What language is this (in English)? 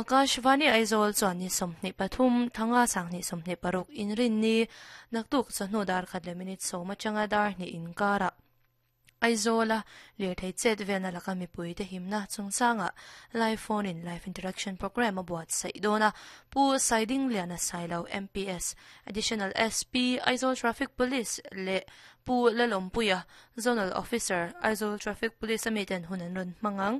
Mizo